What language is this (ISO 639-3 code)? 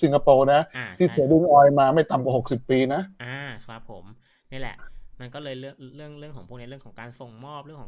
tha